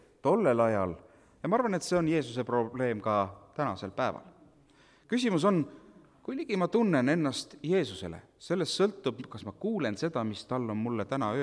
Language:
Estonian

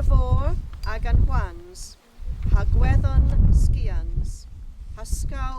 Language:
Cornish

